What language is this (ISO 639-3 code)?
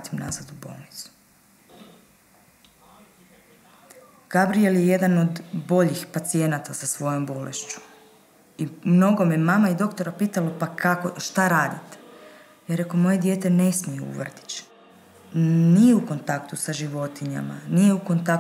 hrv